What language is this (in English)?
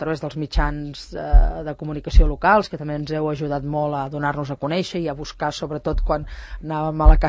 Catalan